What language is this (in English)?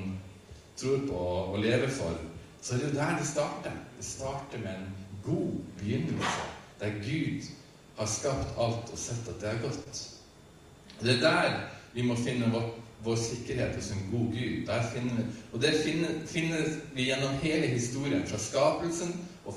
Norwegian